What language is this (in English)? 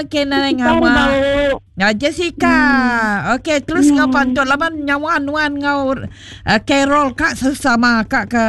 Iban